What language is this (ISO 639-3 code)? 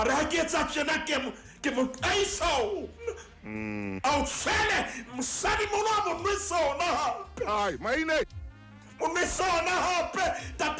sot